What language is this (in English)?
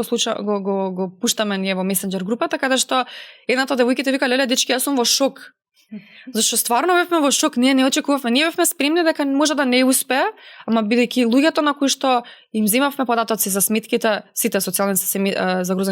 Macedonian